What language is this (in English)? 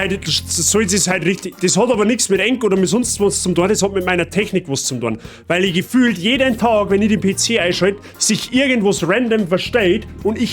Bavarian